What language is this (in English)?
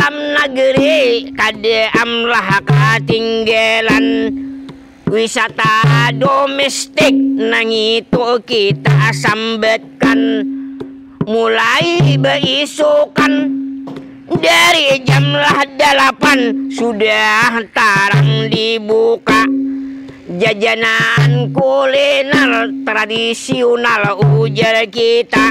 Banjar